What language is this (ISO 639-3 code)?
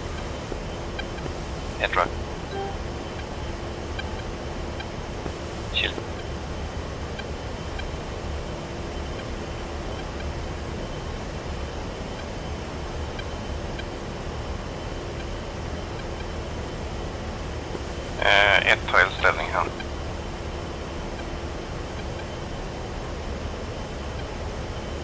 swe